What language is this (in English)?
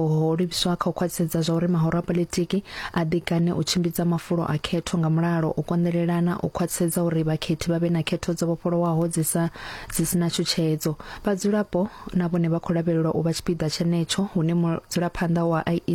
Venda